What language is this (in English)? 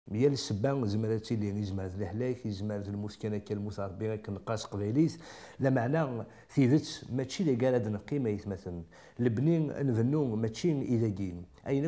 Kabyle